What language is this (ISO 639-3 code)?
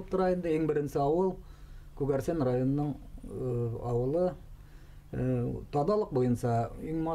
bak